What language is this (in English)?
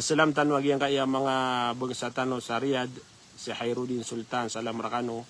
Maranao